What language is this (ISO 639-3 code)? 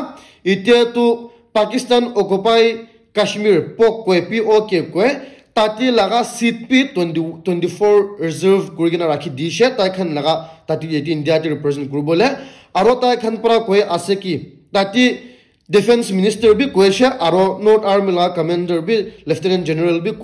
nag